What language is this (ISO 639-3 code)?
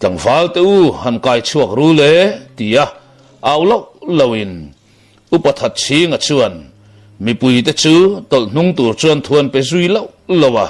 lus